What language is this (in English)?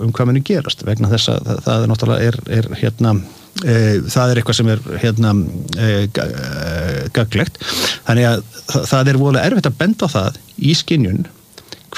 Icelandic